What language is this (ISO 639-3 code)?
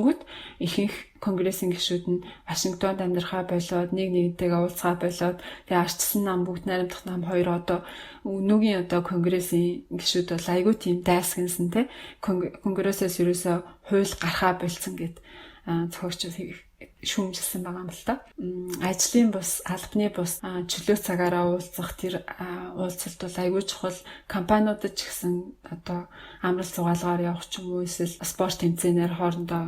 mon